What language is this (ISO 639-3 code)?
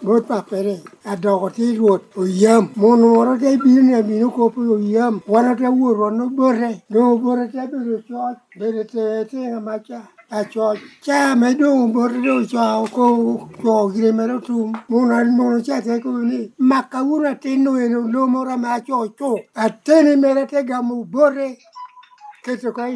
laj